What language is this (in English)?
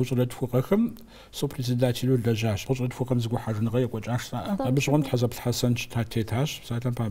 Kabardian